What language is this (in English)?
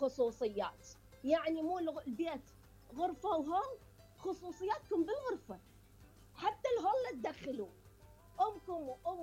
Mesopotamian Arabic